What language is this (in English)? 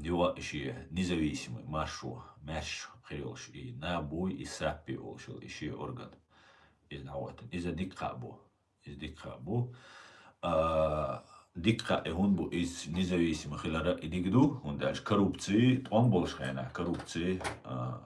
Chechen